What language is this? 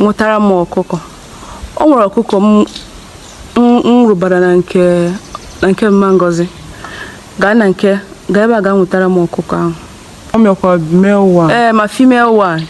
Igbo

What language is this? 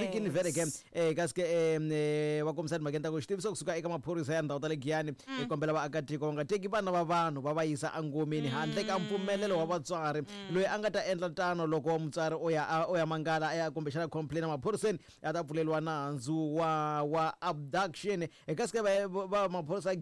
Tsonga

